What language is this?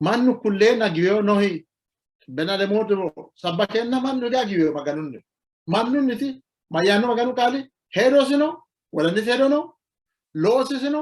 Sidamo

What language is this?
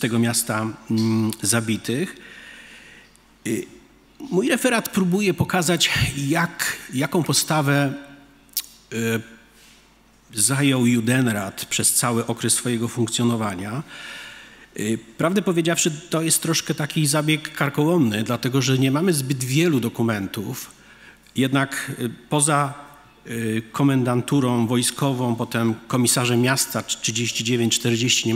Polish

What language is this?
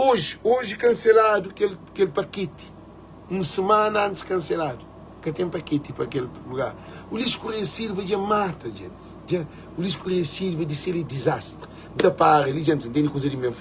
Kabuverdianu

